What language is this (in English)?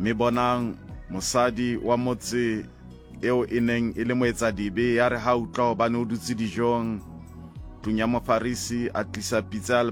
Southern Sotho